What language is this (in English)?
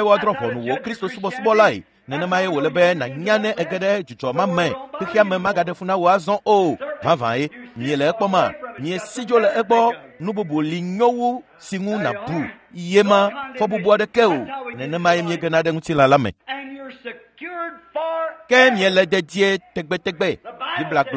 Ewe